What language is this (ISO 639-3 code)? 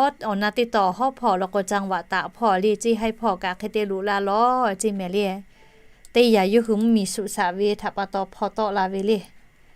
lhu